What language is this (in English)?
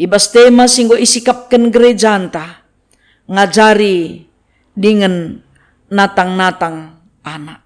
Batak Karo